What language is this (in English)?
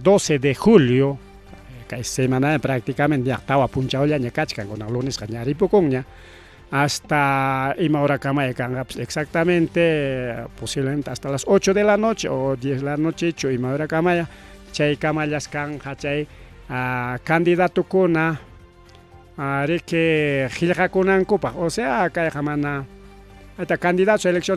Ayacucho Quechua